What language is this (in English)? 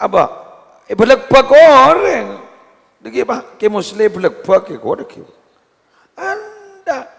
Madurese